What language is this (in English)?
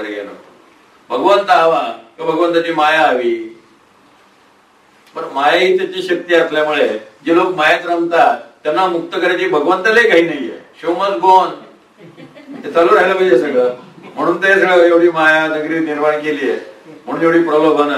Marathi